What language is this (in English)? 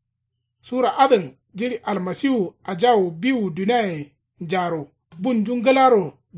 Kanuri